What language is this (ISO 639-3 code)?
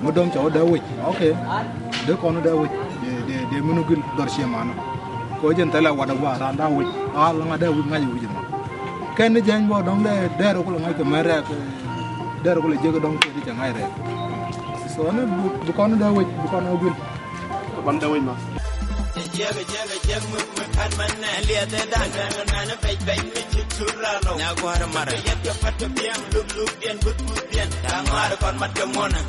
nus